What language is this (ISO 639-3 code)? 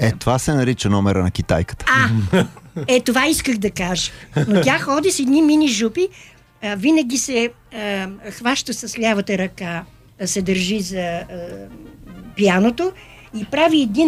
bul